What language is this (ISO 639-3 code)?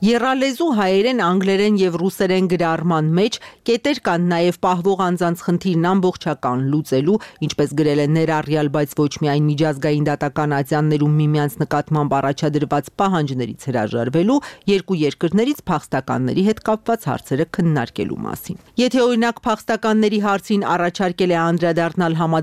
hye